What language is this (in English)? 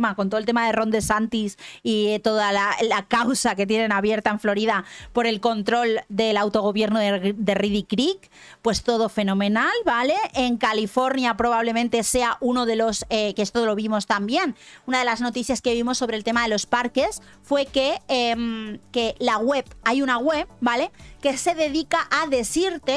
Spanish